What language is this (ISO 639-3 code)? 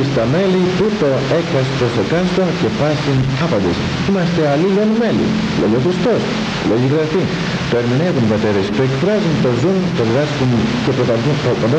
ell